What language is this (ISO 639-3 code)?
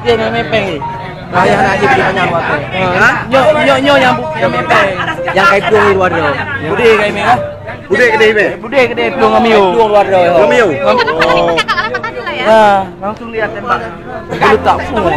ace